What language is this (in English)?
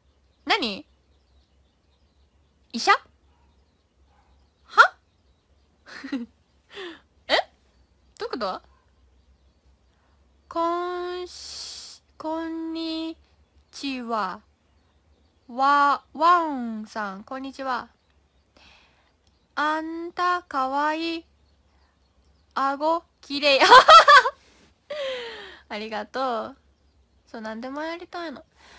Japanese